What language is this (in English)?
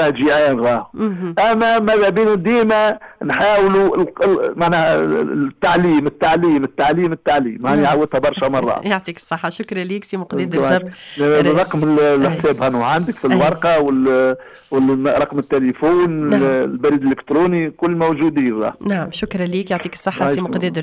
Tunisian Arabic